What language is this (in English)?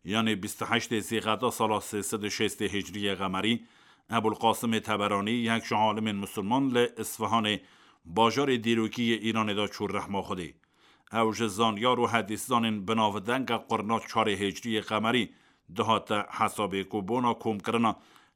Kurdish